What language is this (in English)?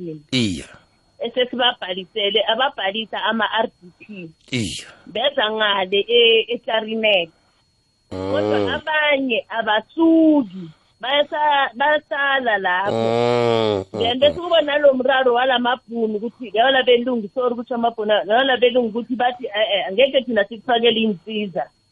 South Ndebele